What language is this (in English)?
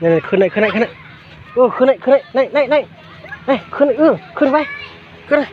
Shan